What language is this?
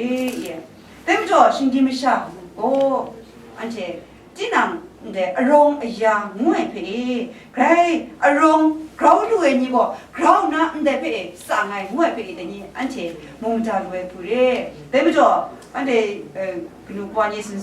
Kachin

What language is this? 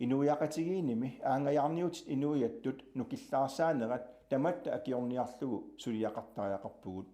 Kalaallisut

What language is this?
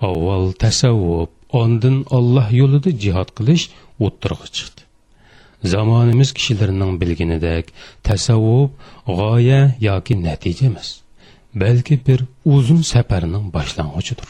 Uyghur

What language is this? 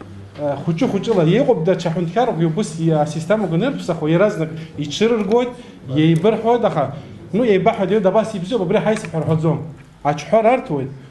Abkhazian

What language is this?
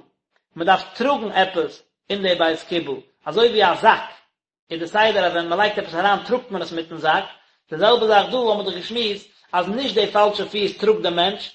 Yiddish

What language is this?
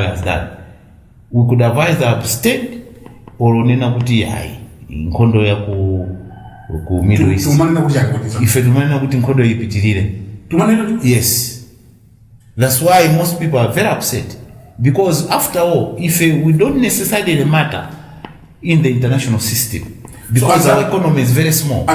Nyanja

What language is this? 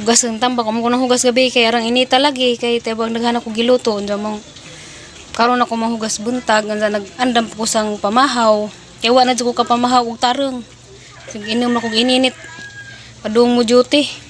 Cebuano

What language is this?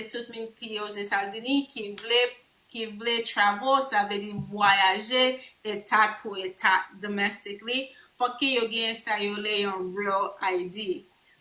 Haitian Creole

